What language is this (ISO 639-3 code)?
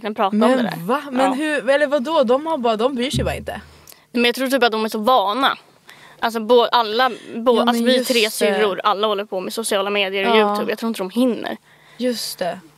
swe